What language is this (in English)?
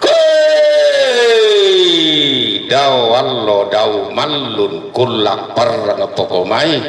Toraja-Sa'dan